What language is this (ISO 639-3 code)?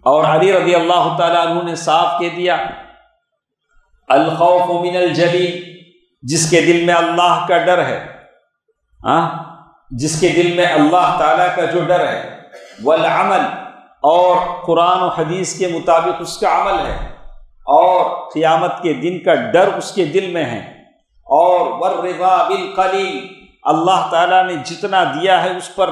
urd